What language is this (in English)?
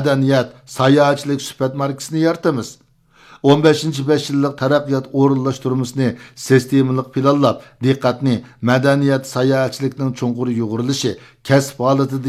Uyghur